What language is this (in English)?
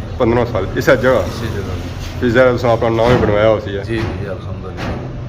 Pahari-Potwari